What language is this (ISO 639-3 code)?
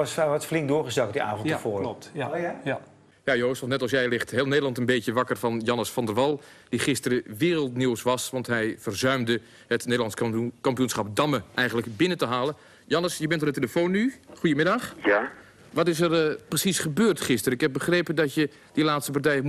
nld